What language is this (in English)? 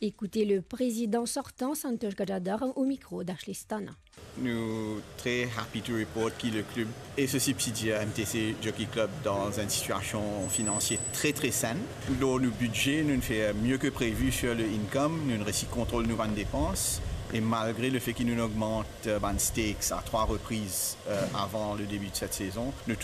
Morisyen